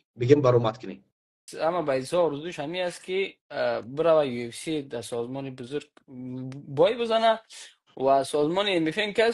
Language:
Persian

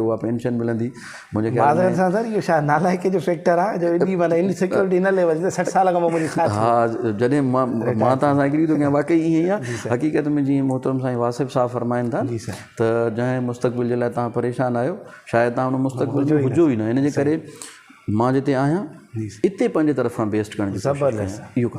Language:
Sindhi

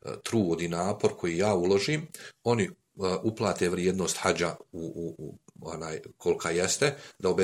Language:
Bosnian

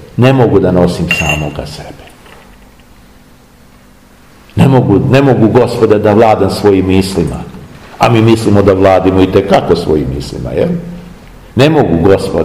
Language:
Serbian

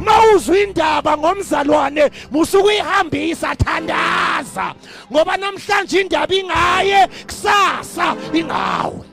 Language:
Zulu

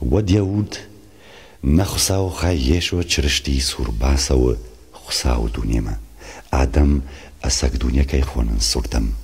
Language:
Ossetic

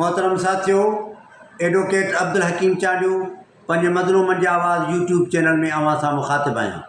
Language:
Sindhi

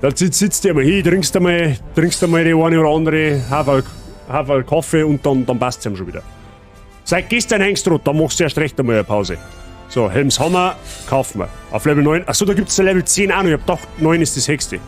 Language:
Bavarian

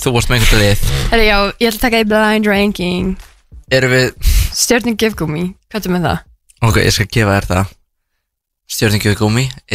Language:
Icelandic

